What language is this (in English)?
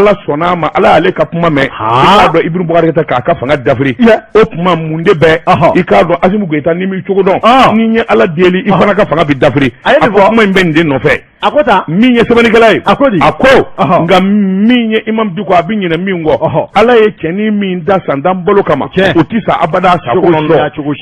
Bambara